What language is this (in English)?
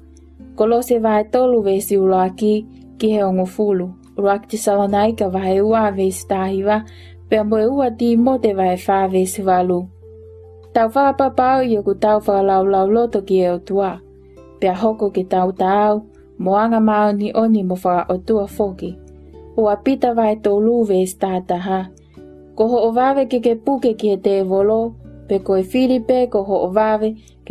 Tongan